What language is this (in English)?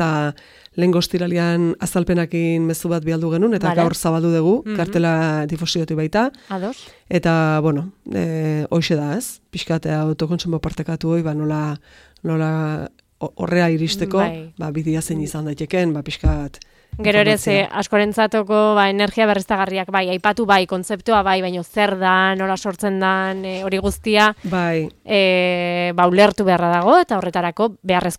Basque